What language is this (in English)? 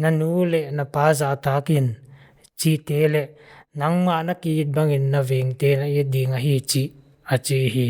Paite Chin